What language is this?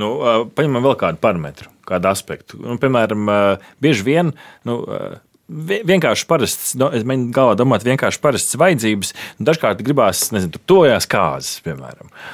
Latvian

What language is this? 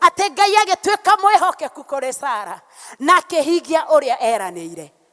Kikuyu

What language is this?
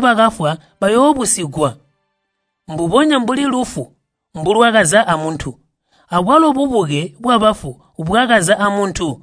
Tonga (Zambia)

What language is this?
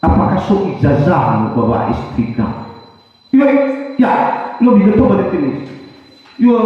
Nias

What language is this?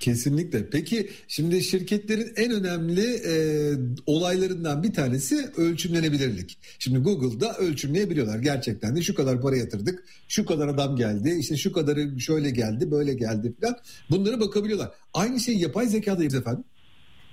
Turkish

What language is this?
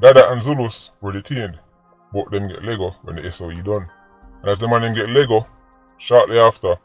Jamaican Creole English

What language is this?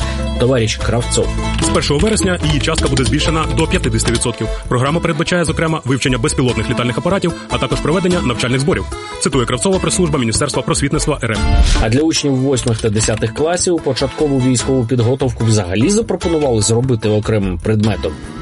Ukrainian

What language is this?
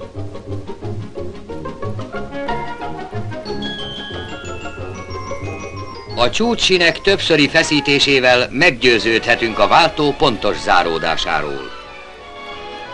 Hungarian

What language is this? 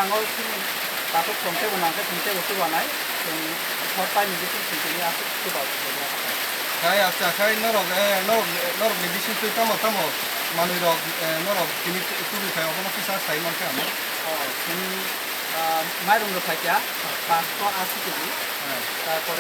Kok Borok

